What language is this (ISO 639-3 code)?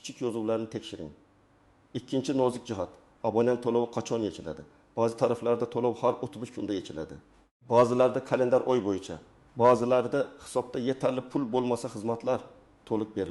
uzb